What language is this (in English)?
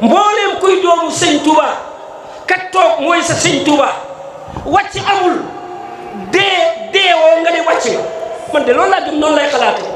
Wolof